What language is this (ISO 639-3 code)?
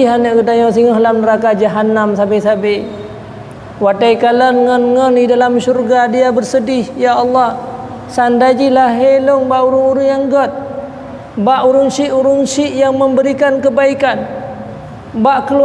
ace